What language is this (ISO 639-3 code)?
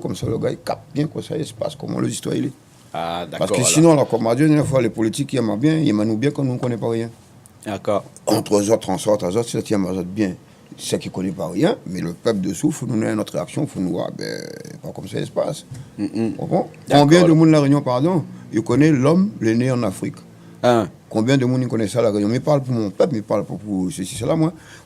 rcf